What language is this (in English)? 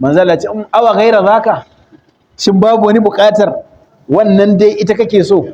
Hausa